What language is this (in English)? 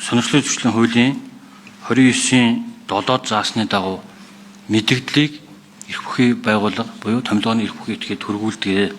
Mongolian